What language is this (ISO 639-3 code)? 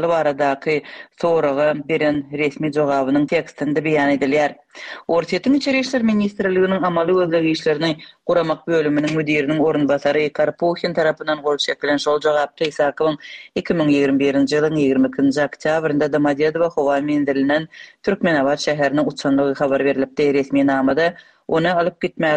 tuk